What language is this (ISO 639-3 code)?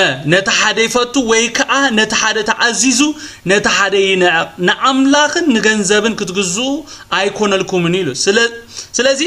tir